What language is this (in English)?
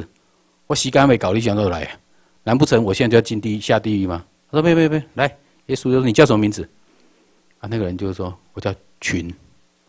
Chinese